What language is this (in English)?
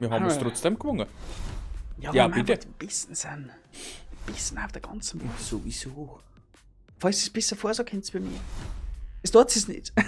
Bavarian